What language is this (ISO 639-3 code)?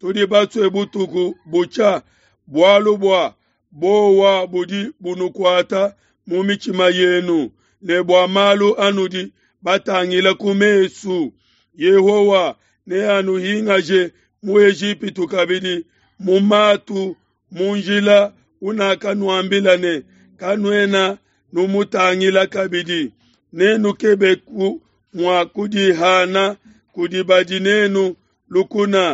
lua